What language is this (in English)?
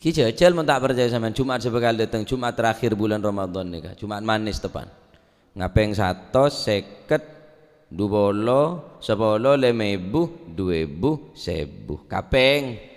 Madurese